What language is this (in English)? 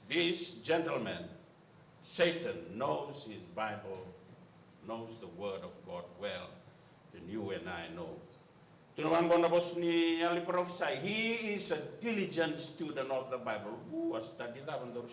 Fijian